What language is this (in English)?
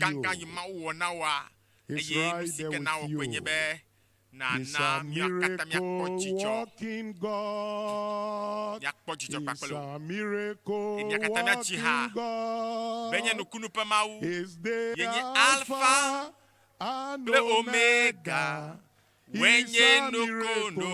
Ewe